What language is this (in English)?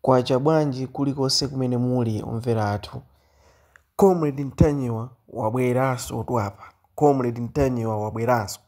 Nyanja